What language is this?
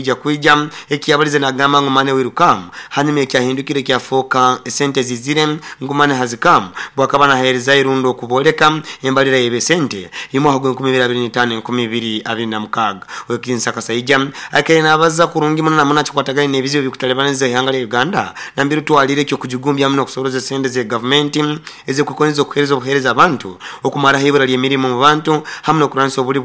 Nyoro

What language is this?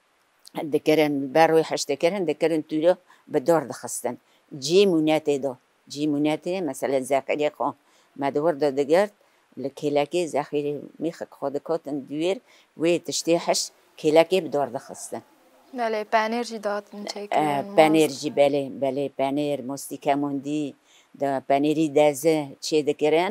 Kurdish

